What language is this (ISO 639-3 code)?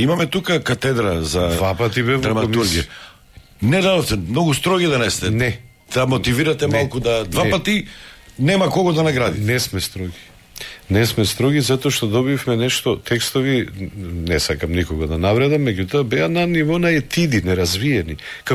mkd